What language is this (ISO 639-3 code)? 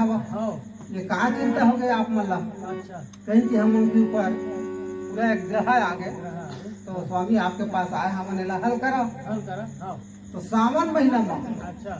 hne